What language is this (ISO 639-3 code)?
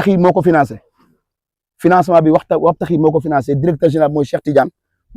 wol